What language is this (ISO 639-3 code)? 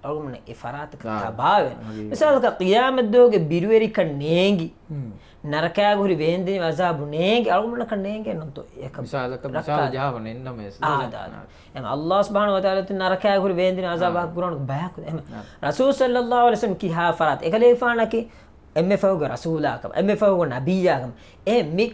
div